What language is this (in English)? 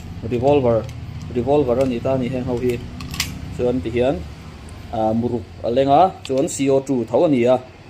Mizo